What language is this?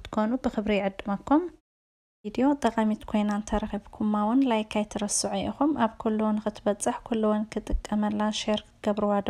Tigrinya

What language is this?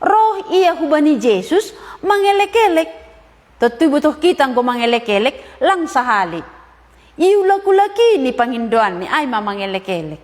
Batak Simalungun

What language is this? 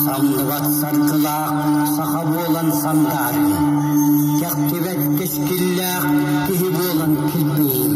Yakut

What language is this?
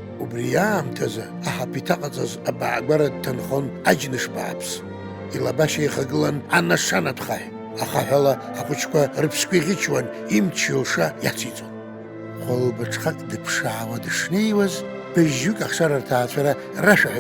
Abkhazian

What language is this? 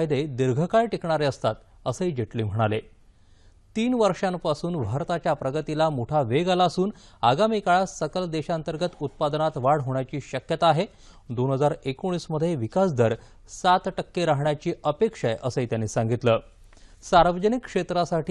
Marathi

